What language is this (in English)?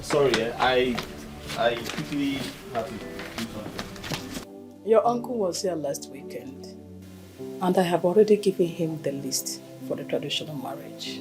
Nigerian Pidgin